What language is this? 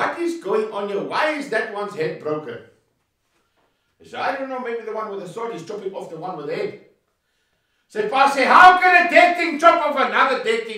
Afrikaans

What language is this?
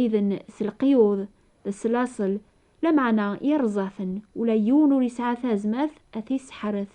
Kabyle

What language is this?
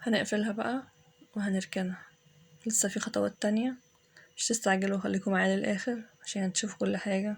Egyptian Arabic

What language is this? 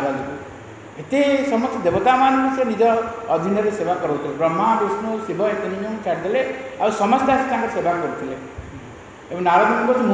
Odia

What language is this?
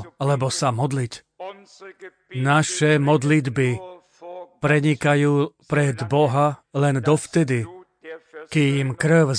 Slovak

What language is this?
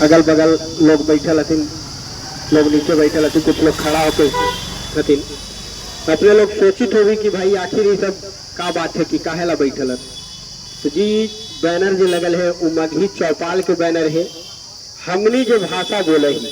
Magahi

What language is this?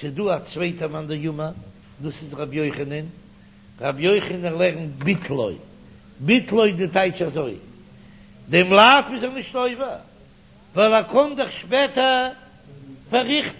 Yiddish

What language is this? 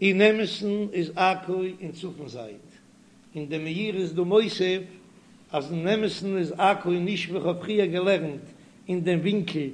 Yiddish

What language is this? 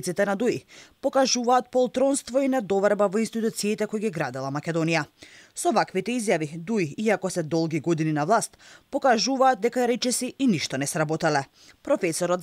Macedonian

